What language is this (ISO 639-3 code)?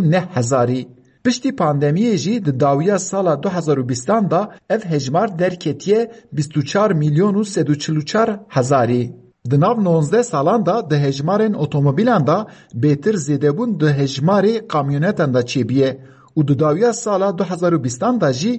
kur